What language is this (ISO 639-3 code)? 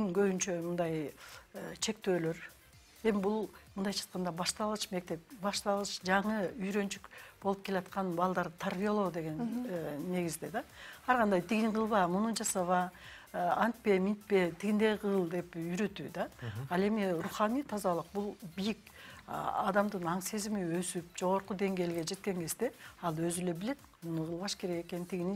kir